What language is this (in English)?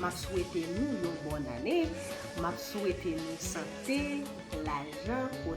Haitian Creole